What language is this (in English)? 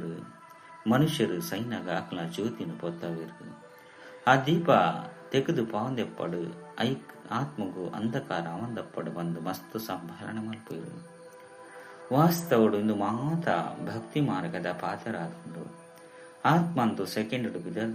Tulu